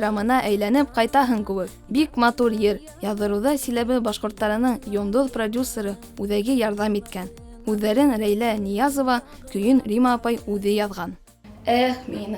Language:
Bashkir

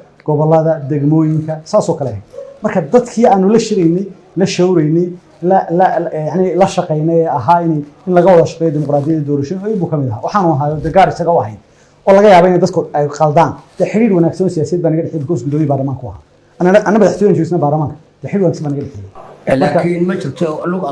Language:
Somali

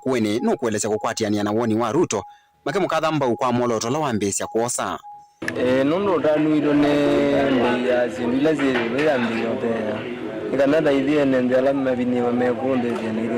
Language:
Kamba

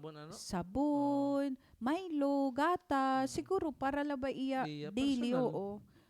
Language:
Waray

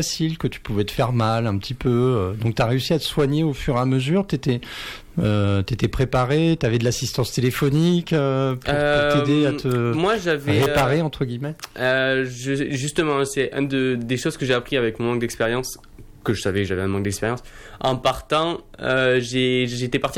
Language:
French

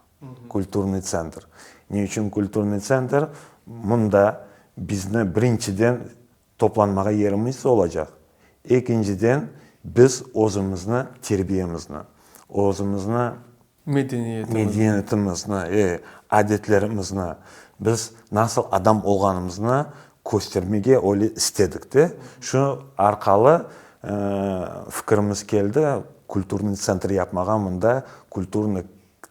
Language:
Crimean Tatar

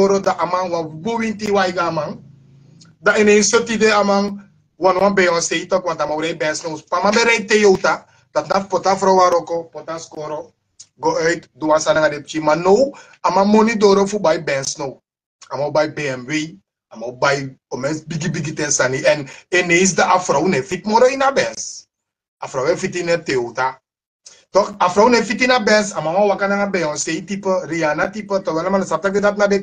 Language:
Sranan Tongo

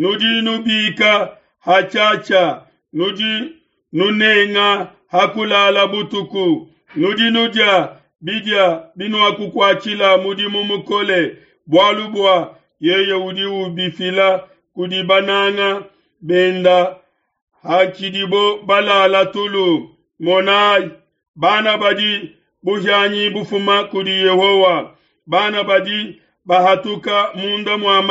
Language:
Luba-Lulua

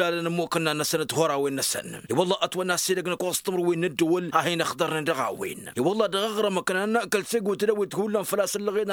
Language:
Tamasheq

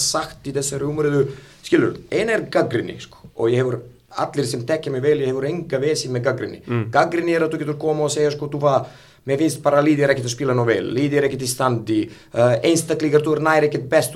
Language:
Icelandic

